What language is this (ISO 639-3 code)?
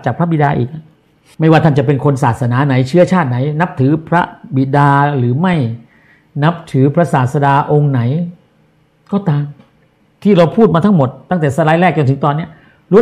tha